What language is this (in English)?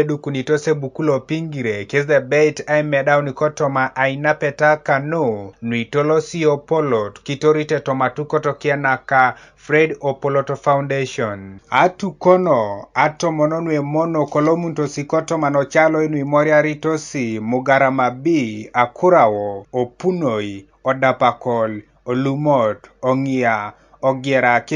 Teso